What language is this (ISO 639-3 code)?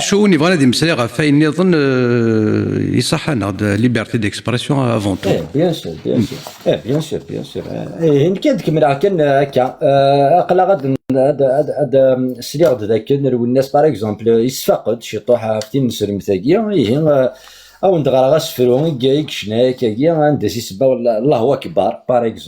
kab